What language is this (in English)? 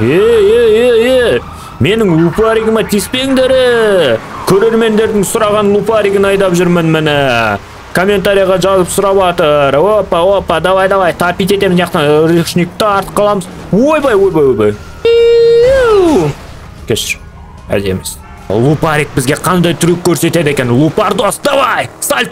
Kazakh